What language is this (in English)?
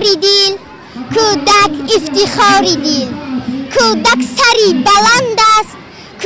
Tajik